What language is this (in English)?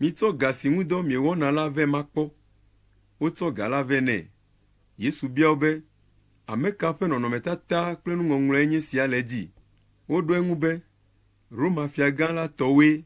Ewe